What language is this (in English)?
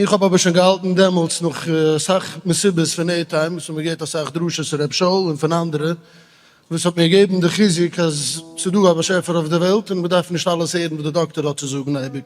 Yiddish